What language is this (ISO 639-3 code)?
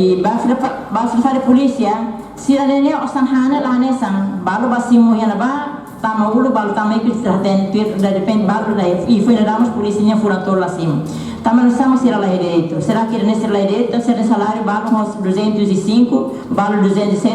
tet